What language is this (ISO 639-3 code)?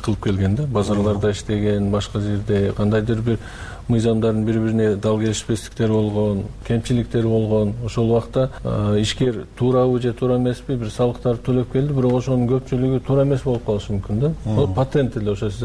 kir